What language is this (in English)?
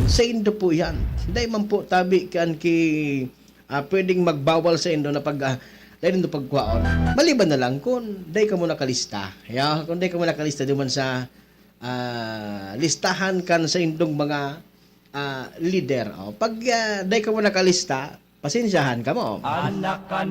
Bikol